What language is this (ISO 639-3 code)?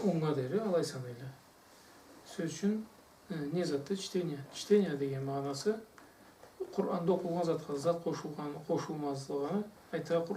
krc